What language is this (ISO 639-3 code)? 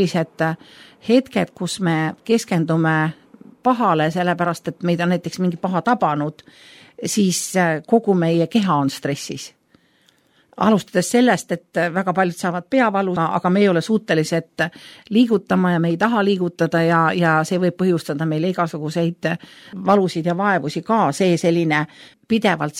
est